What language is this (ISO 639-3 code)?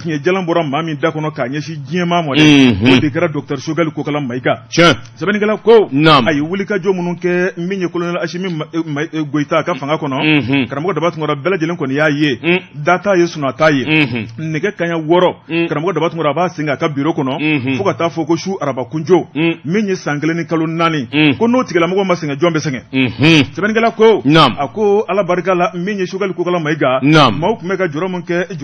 bam